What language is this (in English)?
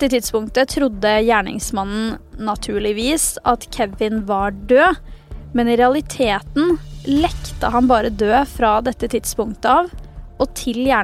Norwegian